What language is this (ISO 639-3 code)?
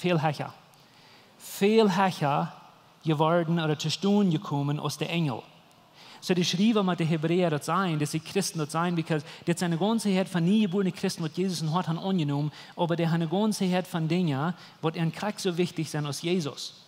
pdt